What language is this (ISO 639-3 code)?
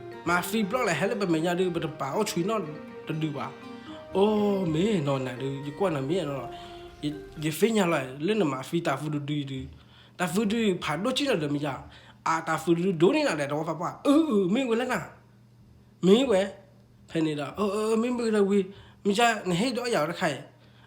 ksw